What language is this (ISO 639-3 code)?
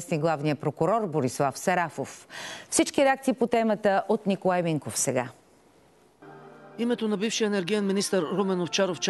bul